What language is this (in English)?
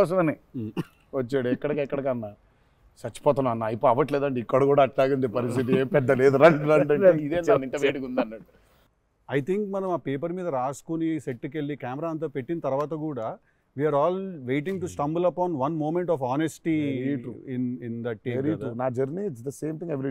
Telugu